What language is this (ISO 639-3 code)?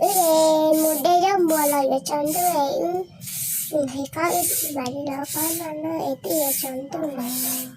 hmn